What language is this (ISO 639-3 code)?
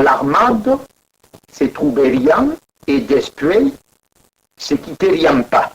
oci